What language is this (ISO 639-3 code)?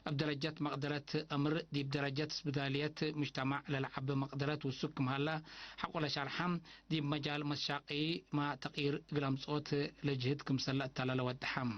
tig